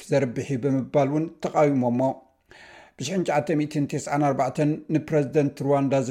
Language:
Tigrinya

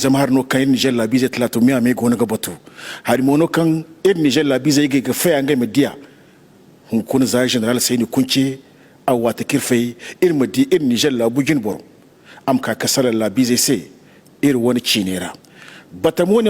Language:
Zarma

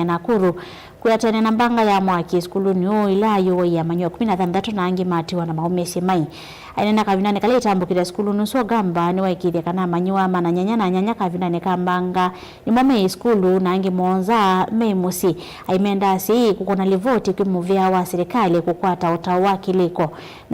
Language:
Kamba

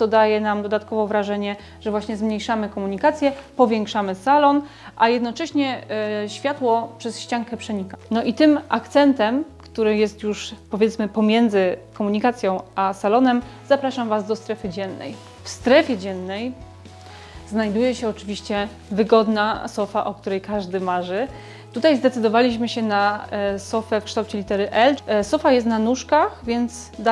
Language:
Polish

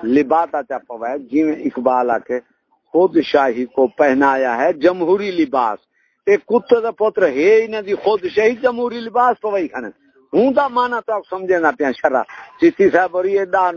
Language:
Saraiki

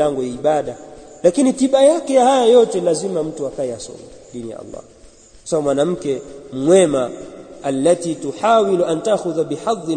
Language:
Swahili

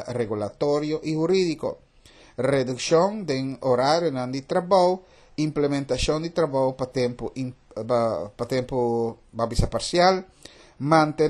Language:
Papiamento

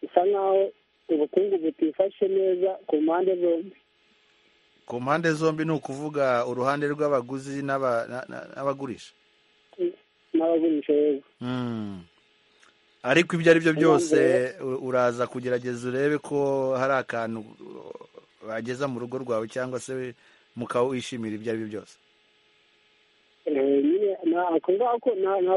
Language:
Kinyarwanda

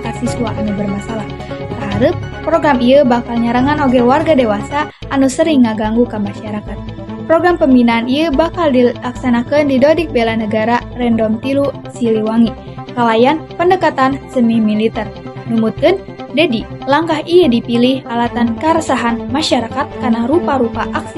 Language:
Sundanese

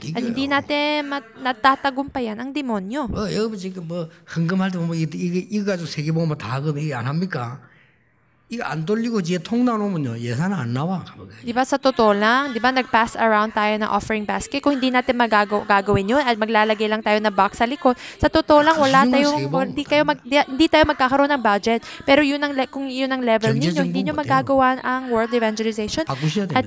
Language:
Filipino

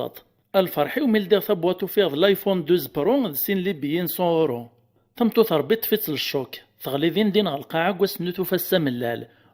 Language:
Kabyle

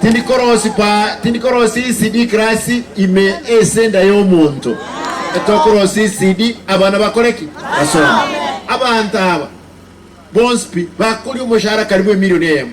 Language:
Gusii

